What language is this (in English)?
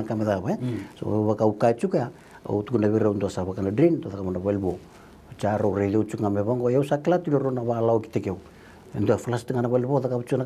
Fijian